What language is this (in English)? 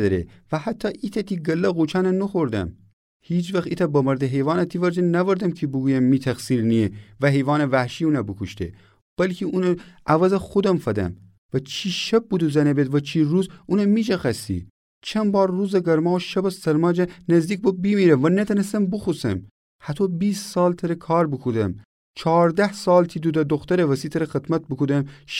Gilaki